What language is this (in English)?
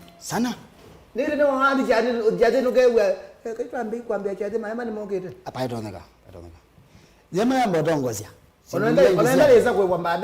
Kamba